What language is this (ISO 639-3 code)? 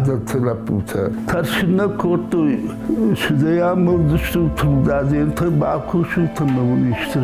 oss